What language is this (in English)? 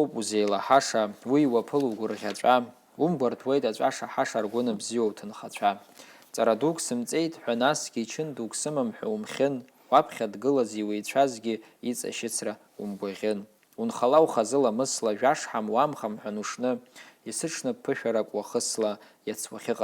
Abkhazian